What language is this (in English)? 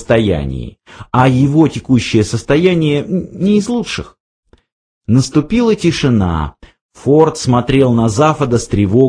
Russian